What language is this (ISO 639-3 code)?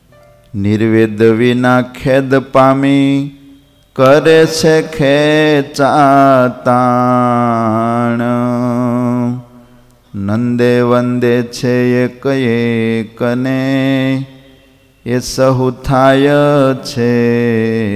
guj